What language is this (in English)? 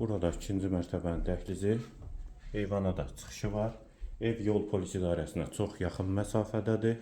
Azerbaijani